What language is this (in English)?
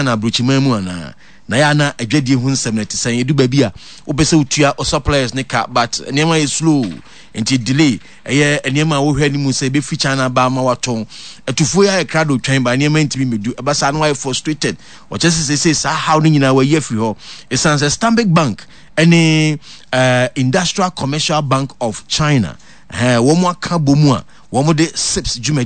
Akan